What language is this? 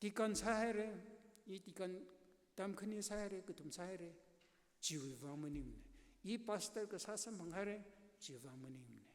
Tangkhul Naga (India)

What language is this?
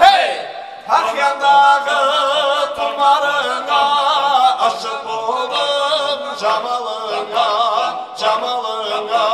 Kara-Kalpak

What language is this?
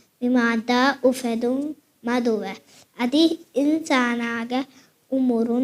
Divehi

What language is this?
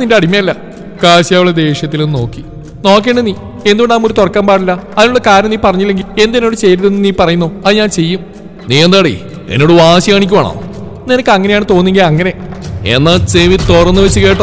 Malayalam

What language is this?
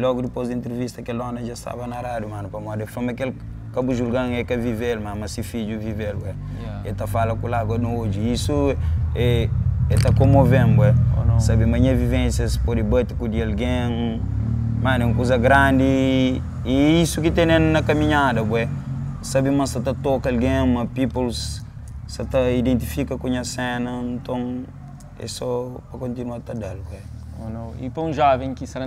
Kabuverdianu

